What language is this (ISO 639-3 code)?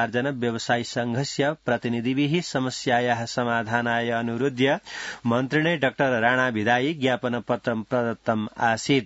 san